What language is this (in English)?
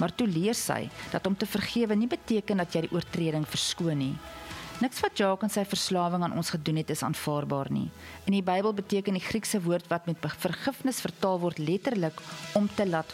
Afrikaans